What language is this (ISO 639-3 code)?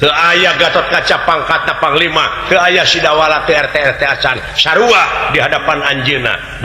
sun